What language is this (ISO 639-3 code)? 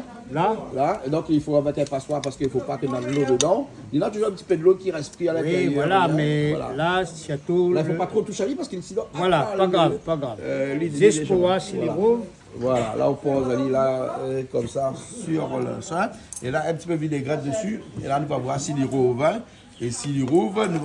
rcf